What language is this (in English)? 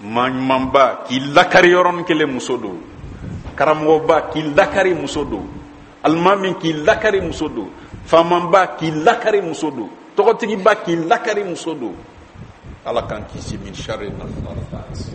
Bambara